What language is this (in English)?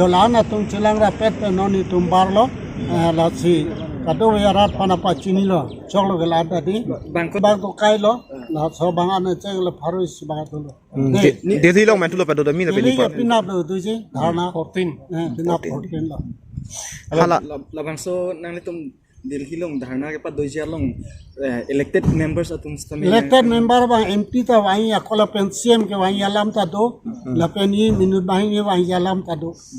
Karbi